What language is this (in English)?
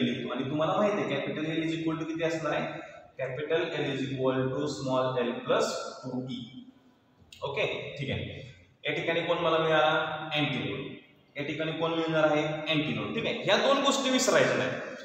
Marathi